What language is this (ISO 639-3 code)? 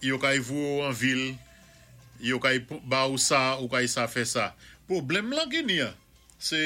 acf